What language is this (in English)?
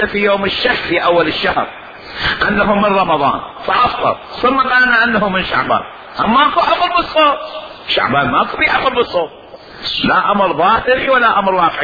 Mesopotamian Arabic